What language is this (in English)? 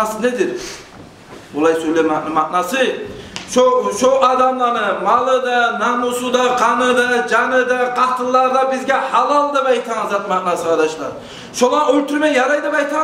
Kumyk